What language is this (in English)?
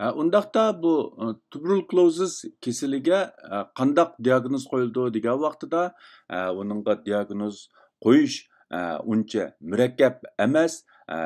Uyghur